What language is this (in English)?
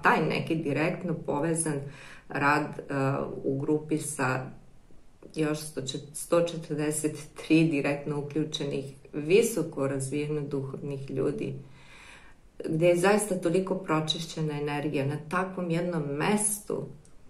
Serbian